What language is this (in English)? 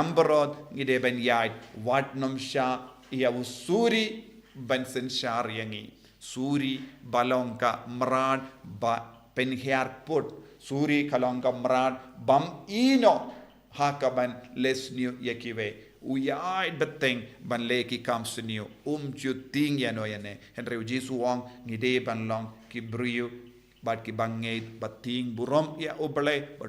Khasi